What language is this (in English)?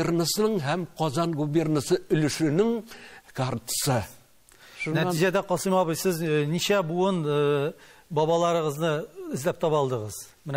Tatar